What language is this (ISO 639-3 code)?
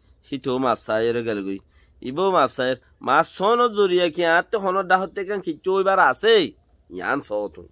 rhg